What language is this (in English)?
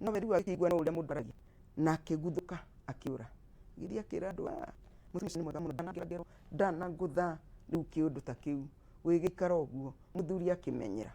Kikuyu